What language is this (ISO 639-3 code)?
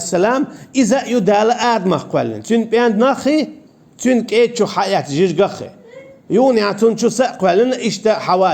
che